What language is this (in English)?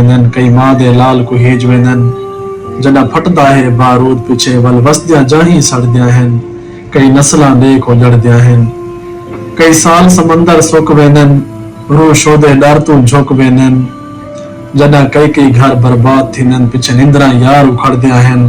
Saraiki